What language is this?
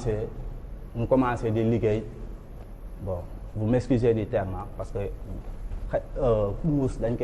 Wolof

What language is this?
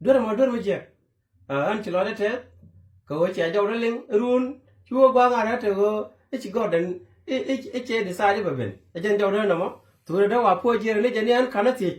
Nuer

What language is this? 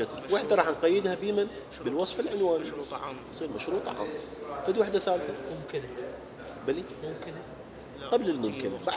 Mesopotamian Arabic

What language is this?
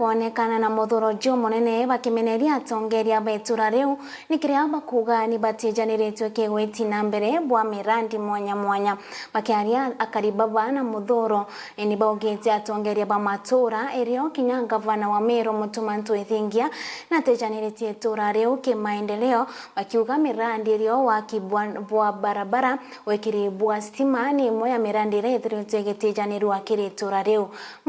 Meru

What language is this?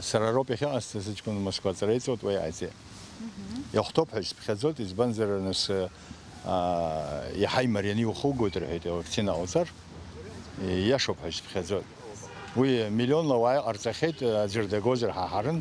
Abkhazian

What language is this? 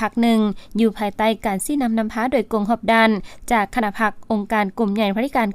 Lao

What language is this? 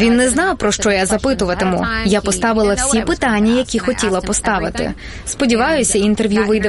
Ukrainian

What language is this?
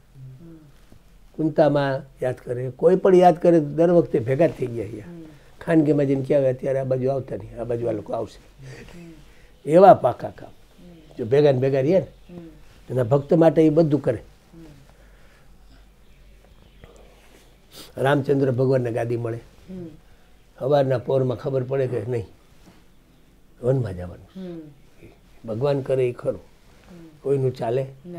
Gujarati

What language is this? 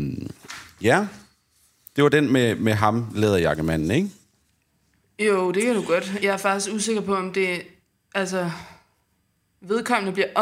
Danish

